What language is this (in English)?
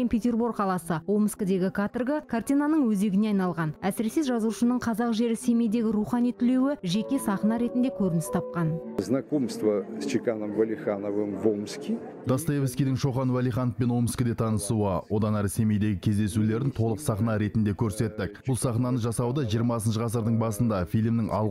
Kazakh